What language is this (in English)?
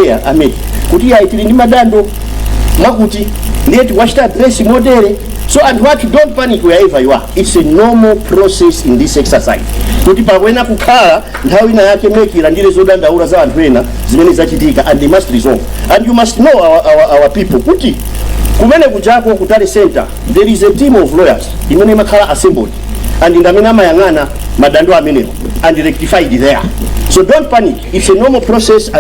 Nyanja